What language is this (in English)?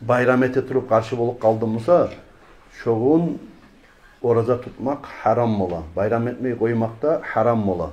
Kumyk